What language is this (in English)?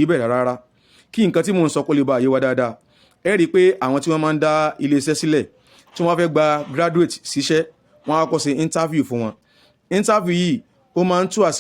Yoruba